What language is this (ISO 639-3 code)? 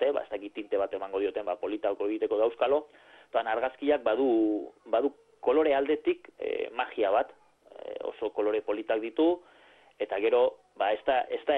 eus